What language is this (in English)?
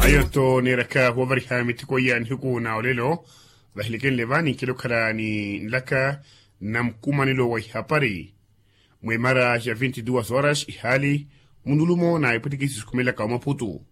Makhuwa